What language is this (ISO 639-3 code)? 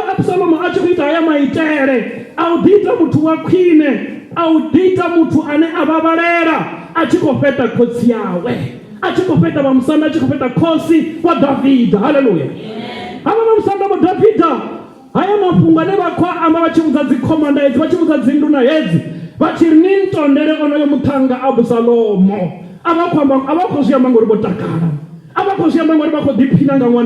ven